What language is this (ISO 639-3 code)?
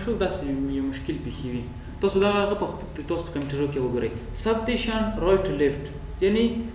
pus